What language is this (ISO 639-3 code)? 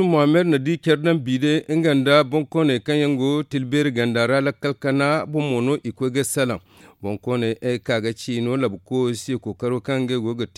dje